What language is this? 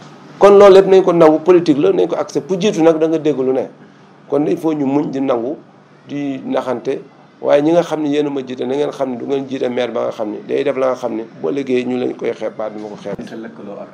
Wolof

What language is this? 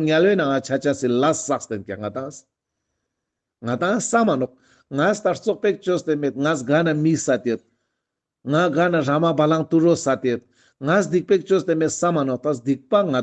Ladakhi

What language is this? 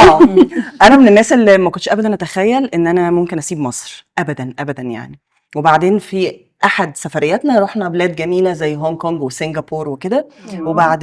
Egyptian Arabic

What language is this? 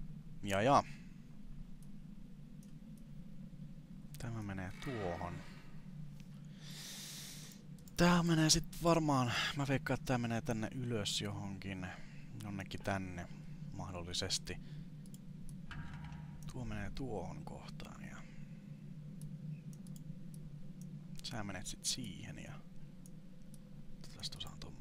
Finnish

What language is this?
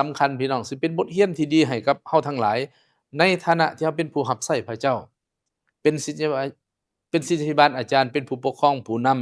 Lao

